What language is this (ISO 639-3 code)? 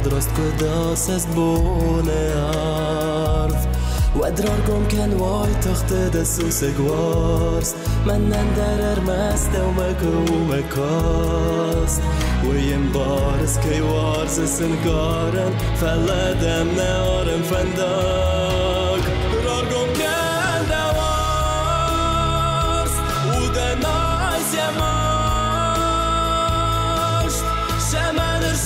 oss